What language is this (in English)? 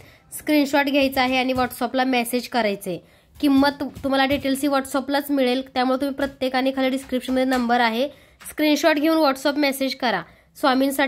Marathi